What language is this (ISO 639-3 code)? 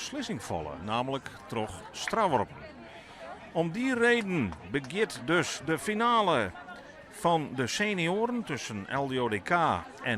fry